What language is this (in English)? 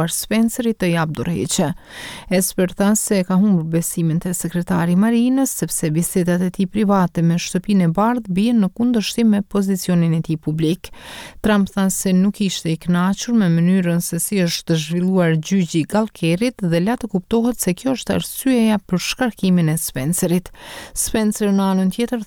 Albanian